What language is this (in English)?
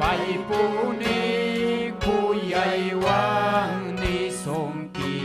Ayacucho Quechua